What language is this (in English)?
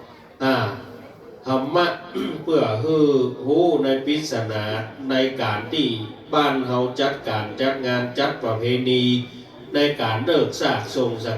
Lao